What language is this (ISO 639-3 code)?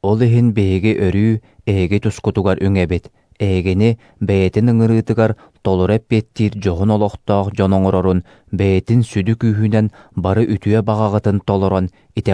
sah